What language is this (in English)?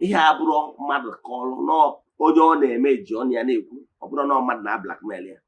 Igbo